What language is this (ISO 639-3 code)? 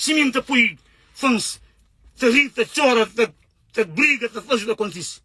kea